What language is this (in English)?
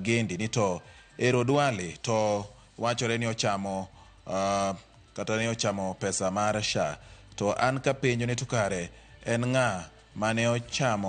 Luo (Kenya and Tanzania)